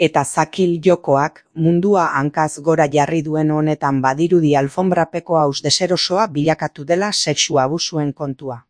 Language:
Basque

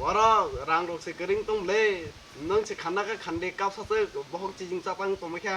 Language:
Kok Borok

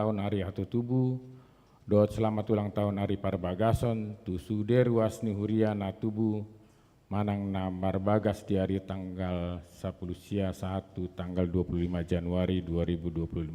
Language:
Batak Toba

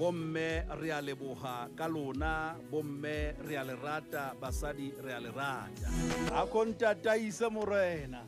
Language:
Southern Sotho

